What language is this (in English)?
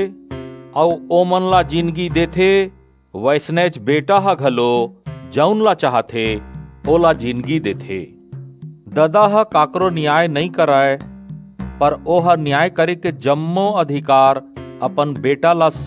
Chhattisgarhi